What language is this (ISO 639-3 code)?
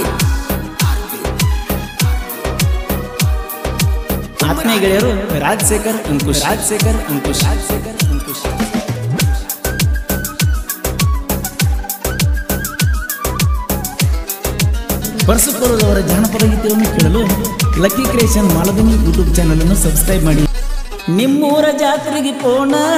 kan